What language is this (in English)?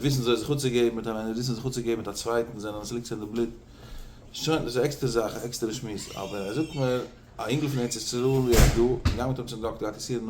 Yiddish